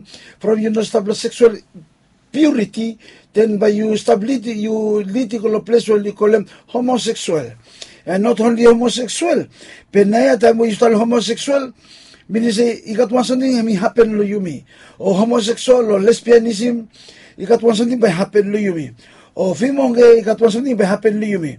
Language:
Bislama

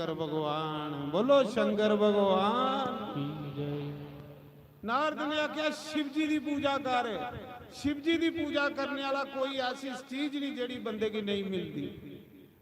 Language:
Dogri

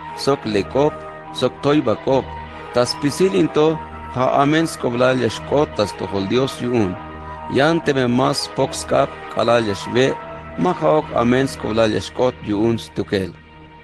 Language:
Tzeltal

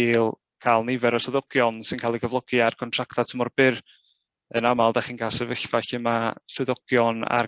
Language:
Welsh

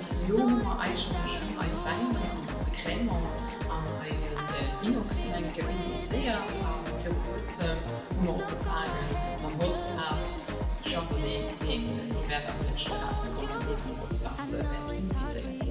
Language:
Luxembourgish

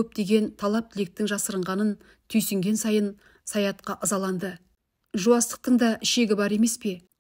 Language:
Kazakh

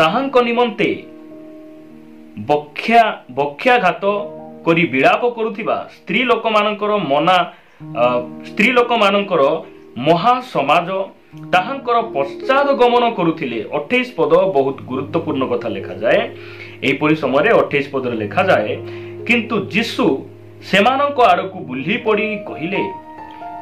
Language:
Odia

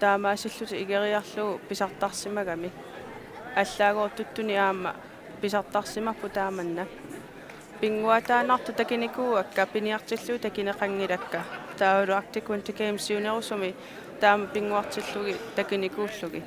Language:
Kalaallisut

